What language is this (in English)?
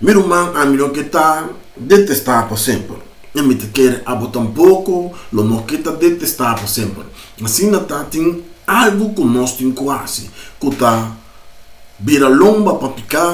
Papiamento